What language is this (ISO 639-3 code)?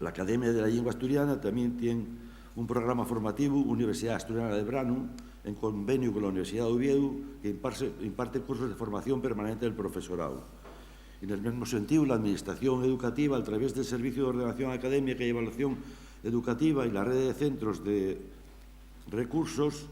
ast